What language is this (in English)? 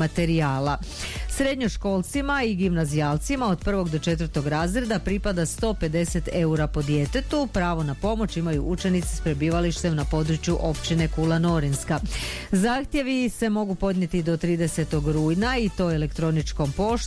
Croatian